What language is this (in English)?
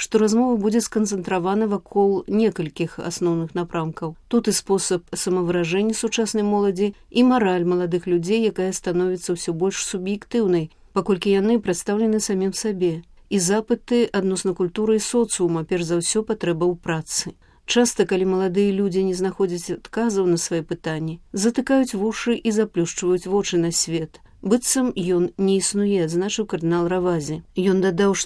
Belarusian